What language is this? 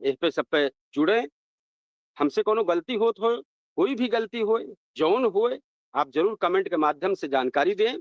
Awadhi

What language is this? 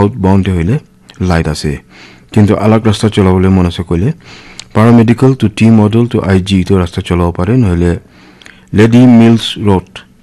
Naga Pidgin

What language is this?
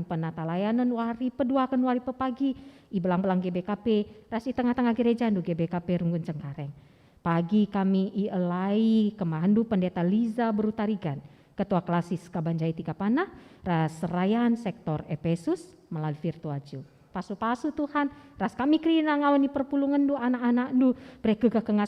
Batak Karo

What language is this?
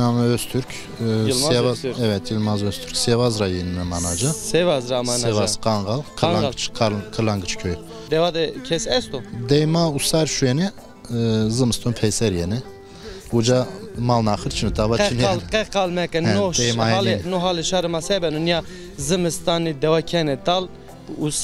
Zaza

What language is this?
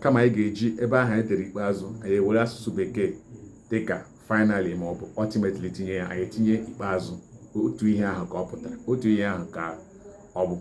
Igbo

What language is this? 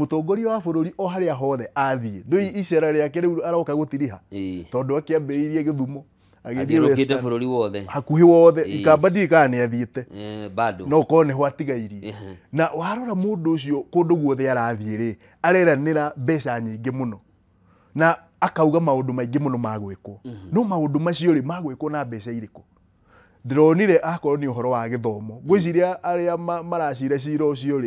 Kikuyu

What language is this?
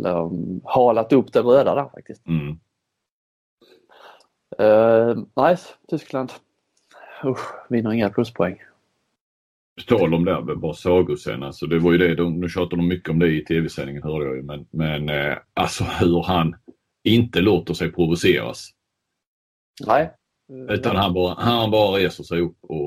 Swedish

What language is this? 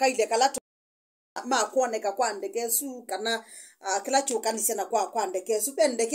Kamba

